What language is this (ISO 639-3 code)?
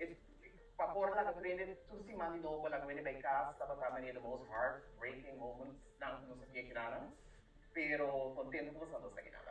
pap